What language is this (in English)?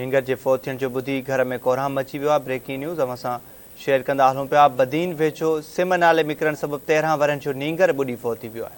Sindhi